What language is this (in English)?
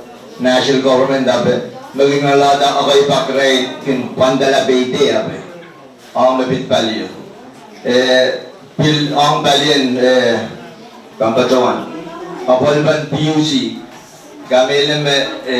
Pohnpeian